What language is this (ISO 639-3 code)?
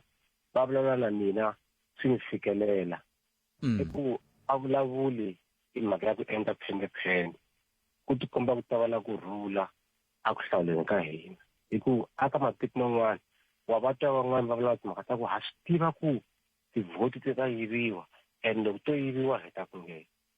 tso